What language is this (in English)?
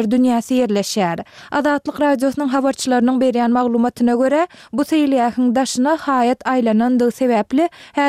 Turkmen